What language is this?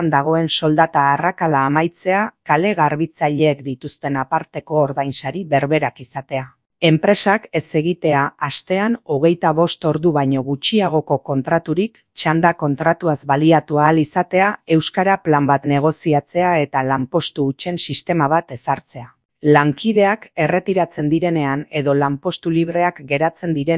Basque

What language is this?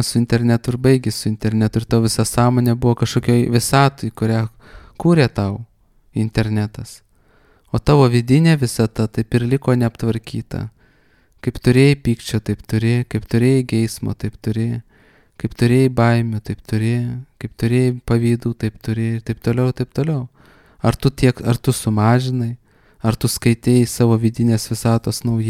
Lithuanian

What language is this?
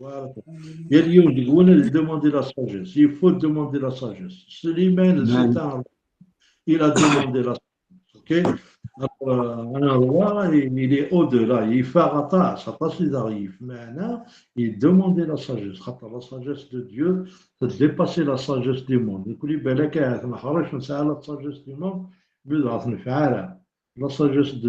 Kabyle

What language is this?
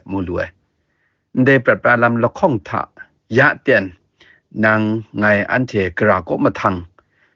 Kachin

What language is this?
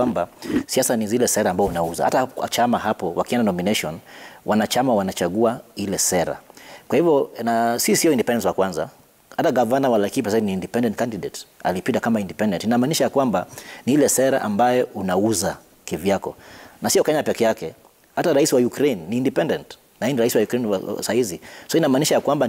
Swahili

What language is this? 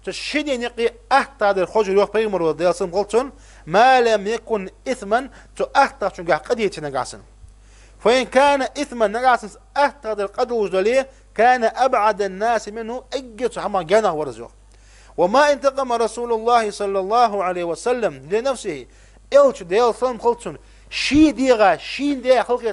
Ingush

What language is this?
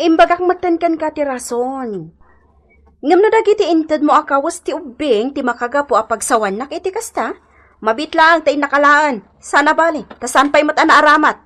Iloko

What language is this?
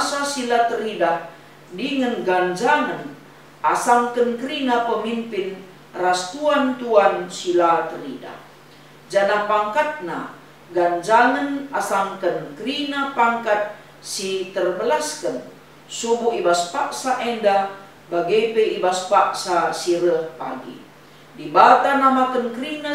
Batak Karo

